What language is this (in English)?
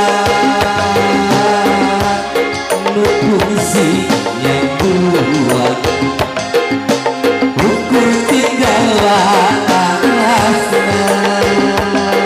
Sundanese